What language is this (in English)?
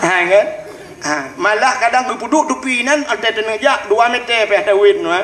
Achinese